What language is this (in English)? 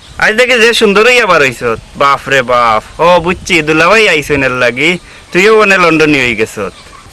Sylheti